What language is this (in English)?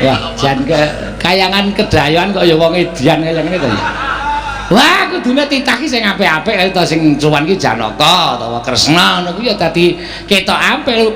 Javanese